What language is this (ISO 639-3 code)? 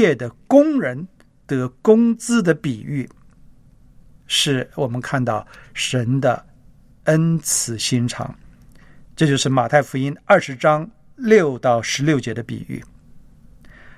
zho